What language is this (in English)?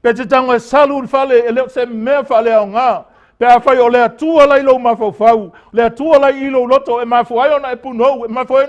Samoan